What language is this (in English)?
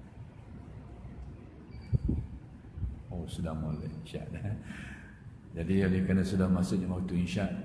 Malay